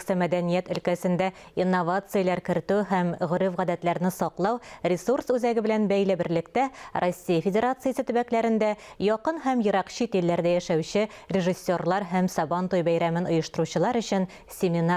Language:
Tatar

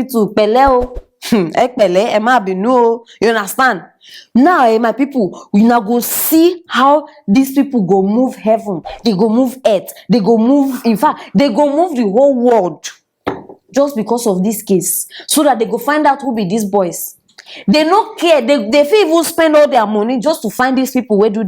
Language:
Nigerian Pidgin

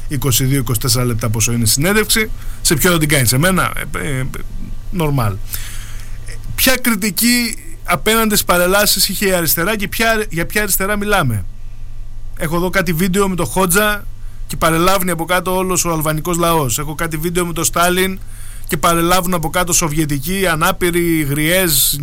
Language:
Greek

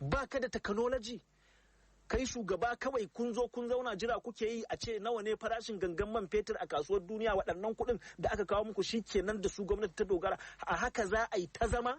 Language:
Hausa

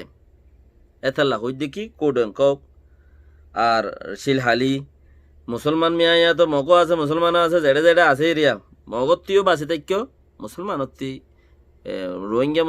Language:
Rohingya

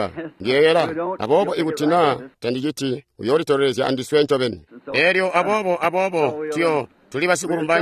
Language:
Tonga (Zambia)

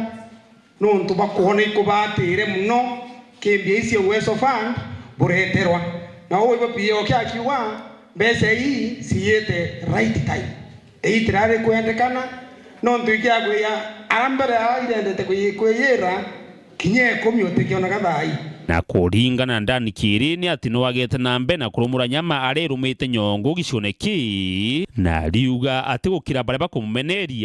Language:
Meru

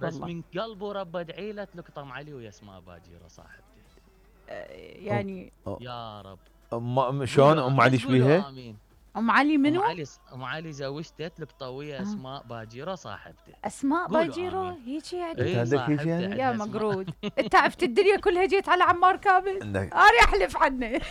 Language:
Mesopotamian Arabic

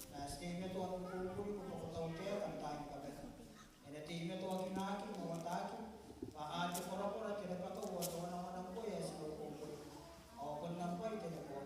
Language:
Gilbertese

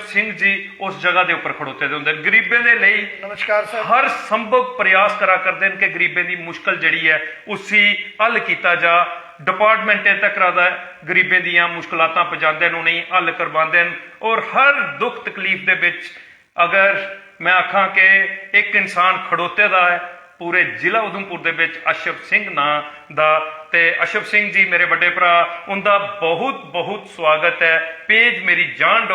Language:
Dogri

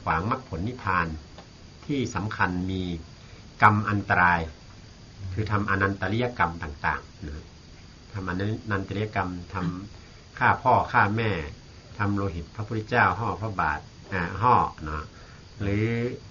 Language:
Thai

